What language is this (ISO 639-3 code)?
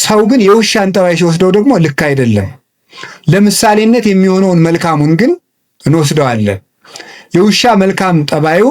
amh